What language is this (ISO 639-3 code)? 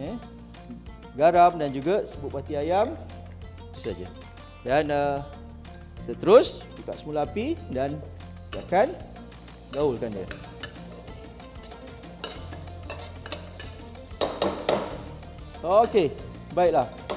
msa